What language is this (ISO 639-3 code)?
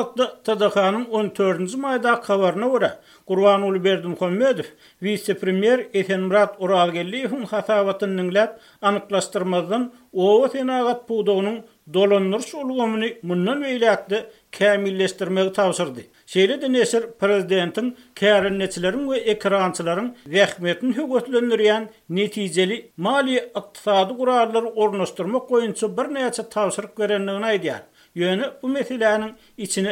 tuk